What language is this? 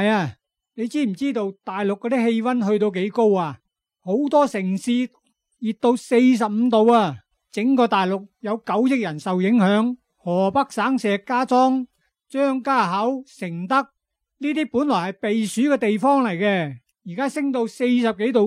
Cantonese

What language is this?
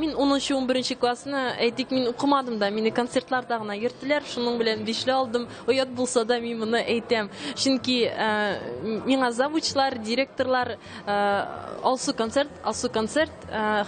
Tatar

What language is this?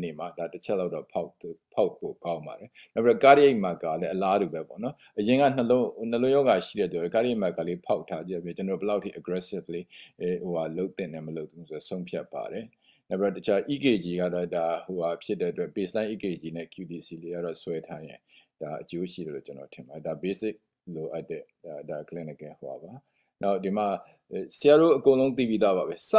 Burmese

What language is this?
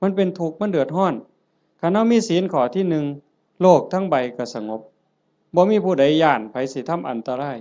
Northeastern Thai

